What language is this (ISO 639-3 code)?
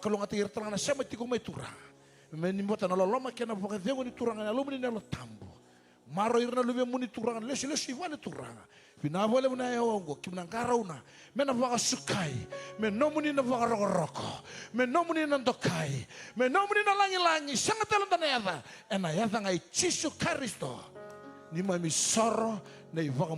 fij